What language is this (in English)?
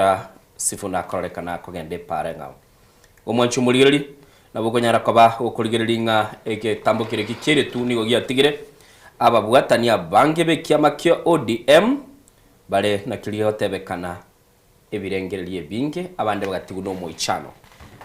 Gusii